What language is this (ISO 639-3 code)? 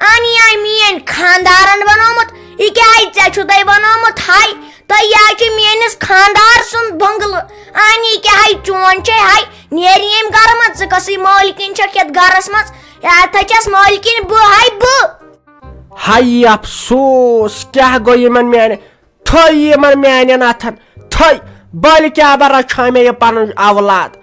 kas